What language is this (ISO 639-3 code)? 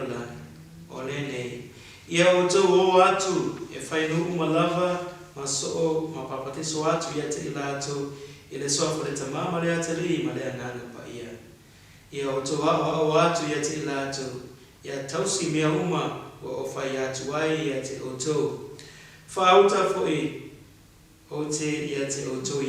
smo